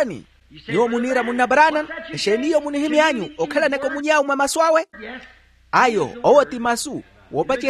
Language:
Makhuwa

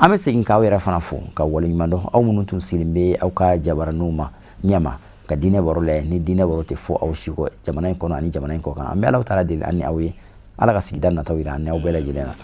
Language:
Bambara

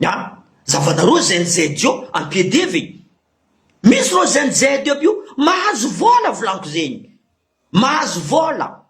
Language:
Malagasy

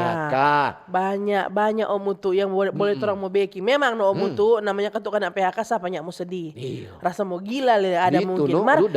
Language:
Manado Malay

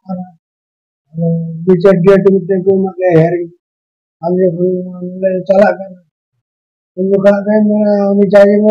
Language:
Santali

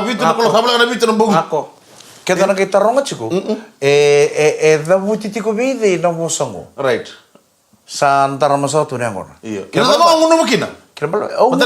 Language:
Fijian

